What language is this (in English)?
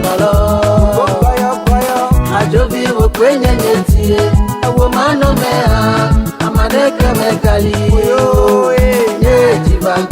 Ewe